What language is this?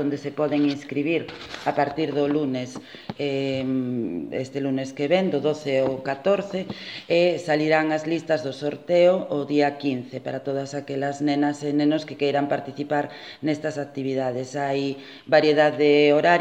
Galician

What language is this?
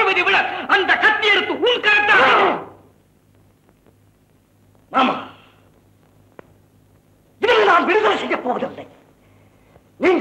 Tamil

